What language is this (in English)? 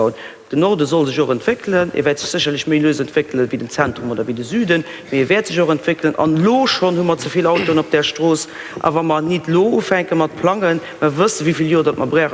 Luxembourgish